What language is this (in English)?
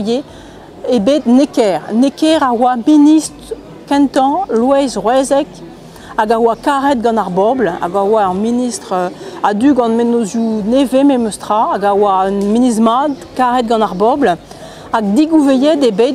Breton